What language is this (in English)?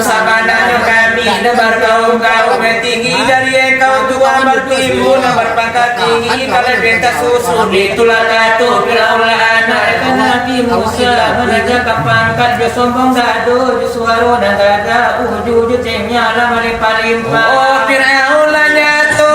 Minangkabau